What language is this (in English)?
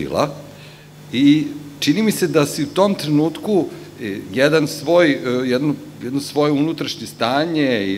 Serbian